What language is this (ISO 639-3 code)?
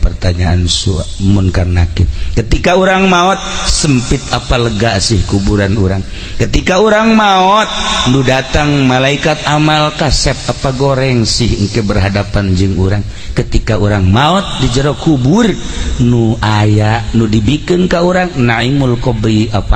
sun